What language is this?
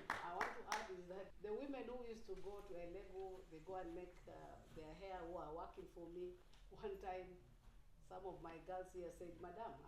Acoli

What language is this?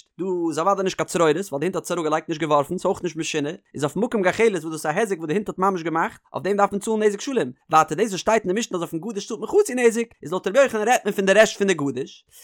Yiddish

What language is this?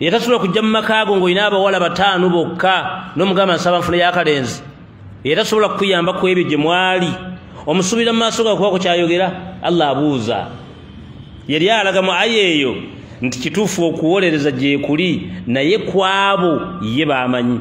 Ganda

